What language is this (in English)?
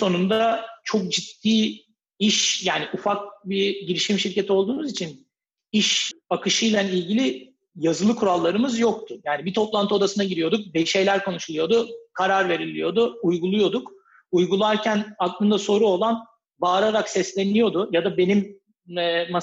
Turkish